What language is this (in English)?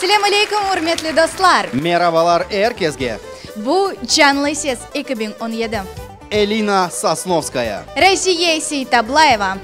Crimean Tatar